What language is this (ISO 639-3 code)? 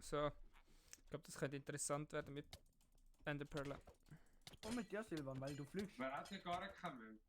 gsw